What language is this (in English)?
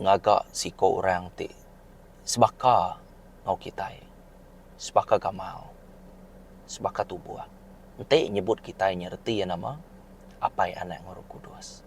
Iban